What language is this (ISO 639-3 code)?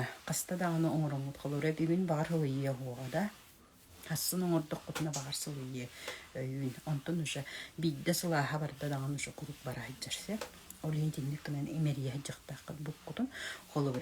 sah